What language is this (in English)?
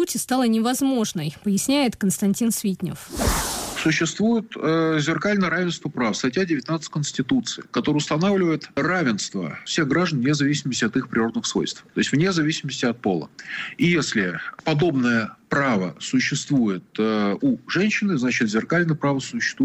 Russian